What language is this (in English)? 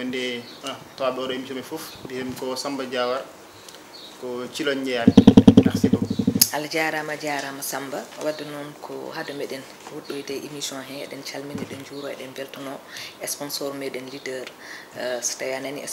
Fula